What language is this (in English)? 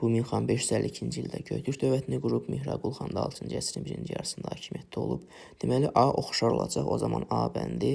Azerbaijani